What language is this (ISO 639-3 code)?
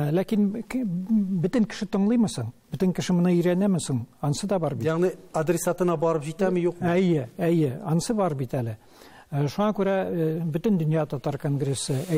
tat